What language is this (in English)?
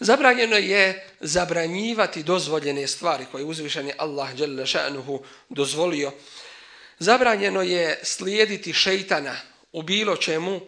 Bosnian